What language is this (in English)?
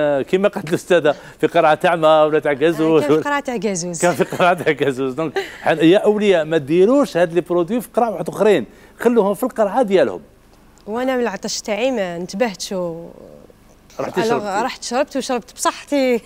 Algerian Arabic